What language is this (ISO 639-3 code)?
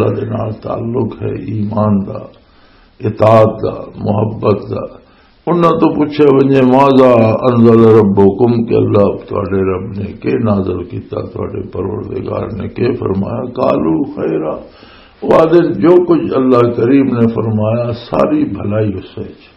lah